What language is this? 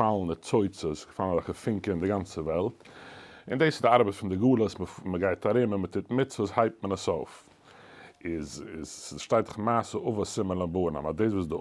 Yiddish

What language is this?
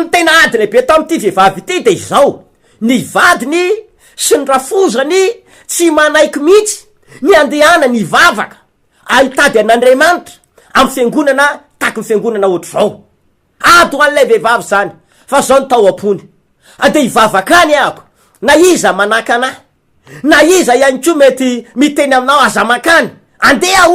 Malagasy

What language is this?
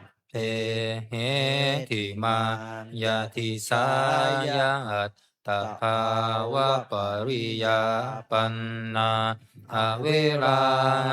Pali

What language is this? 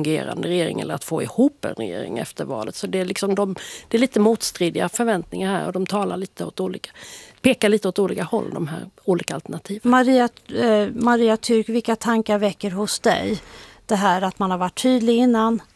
Swedish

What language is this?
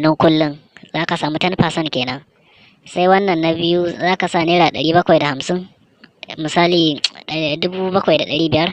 Hausa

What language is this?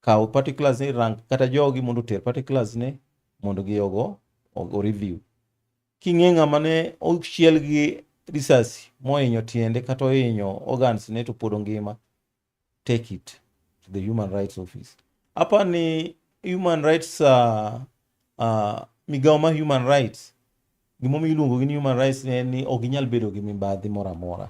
Luo (Kenya and Tanzania)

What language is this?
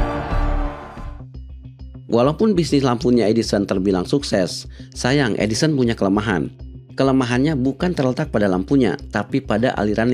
Indonesian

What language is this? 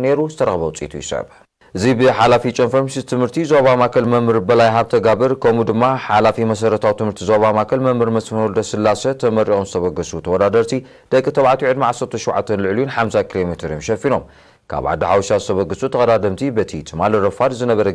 Tigrinya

